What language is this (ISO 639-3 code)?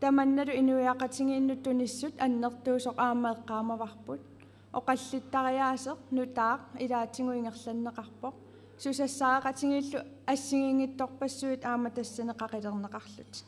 kal